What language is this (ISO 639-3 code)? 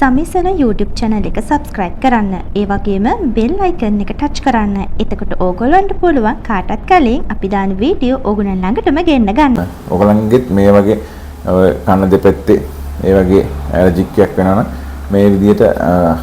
sin